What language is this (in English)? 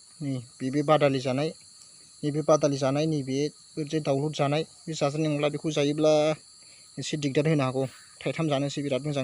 Bodo